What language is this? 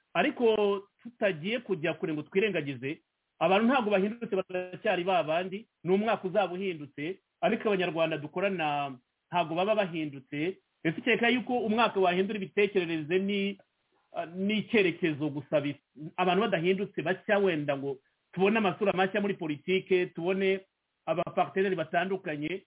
Kinyarwanda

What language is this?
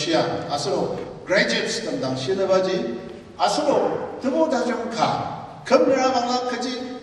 Ao Naga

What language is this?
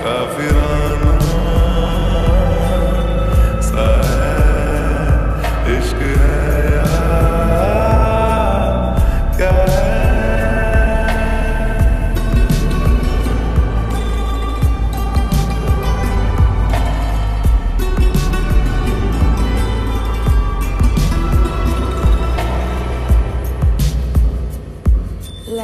Hindi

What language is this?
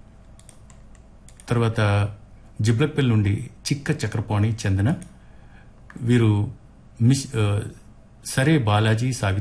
Telugu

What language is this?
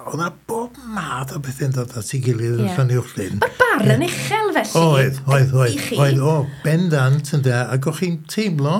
Welsh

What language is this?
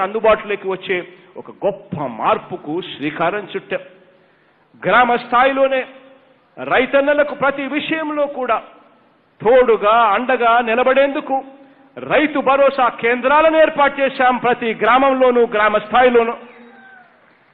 Telugu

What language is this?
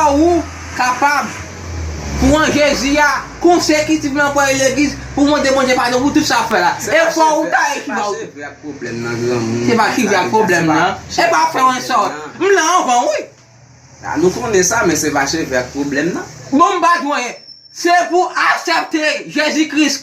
Haitian Creole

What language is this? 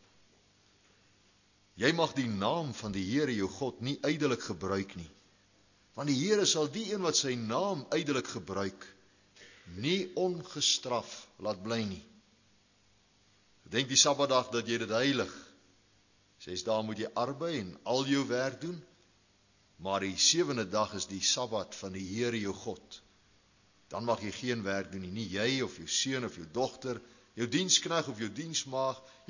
Afrikaans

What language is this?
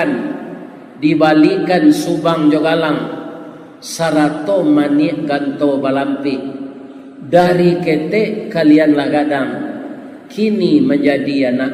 Minangkabau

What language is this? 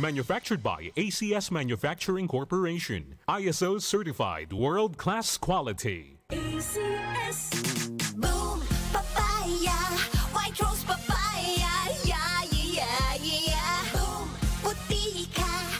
Bikol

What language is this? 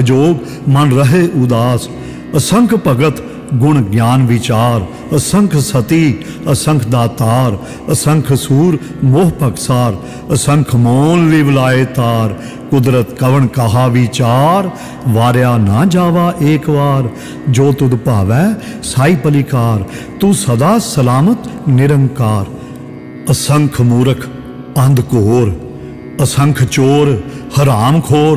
Punjabi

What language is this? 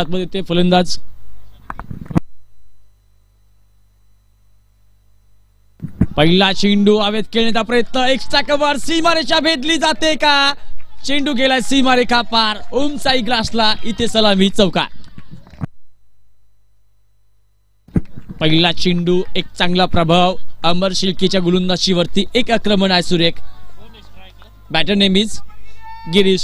Marathi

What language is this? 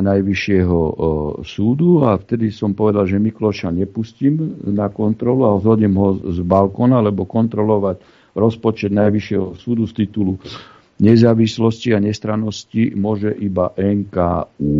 Slovak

